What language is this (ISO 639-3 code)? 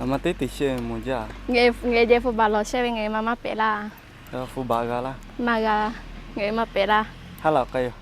lhu